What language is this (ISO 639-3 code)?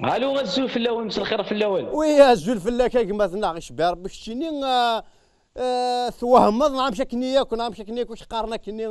kab